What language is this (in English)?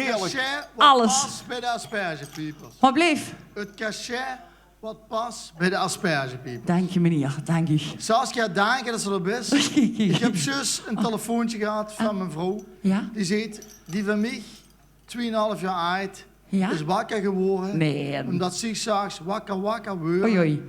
Limburgish